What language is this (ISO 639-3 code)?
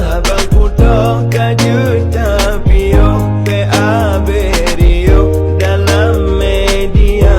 ace